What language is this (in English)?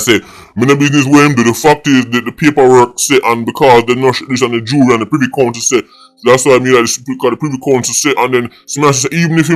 Jamaican Creole English